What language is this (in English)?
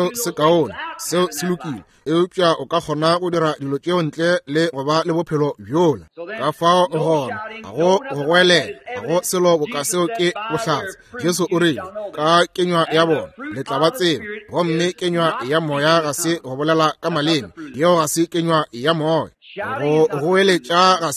Northern Sotho